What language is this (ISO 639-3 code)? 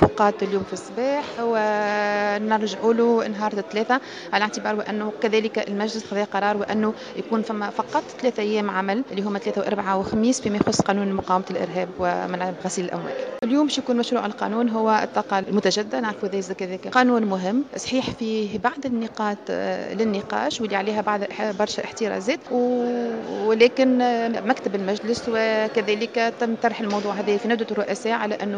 aeb